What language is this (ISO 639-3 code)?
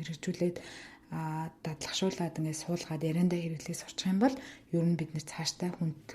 mon